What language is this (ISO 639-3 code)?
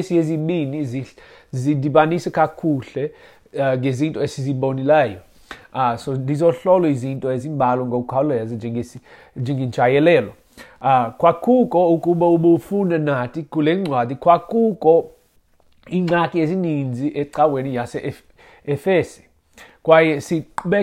xho